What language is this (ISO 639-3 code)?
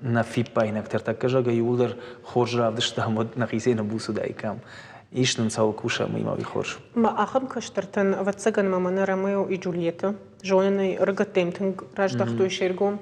oss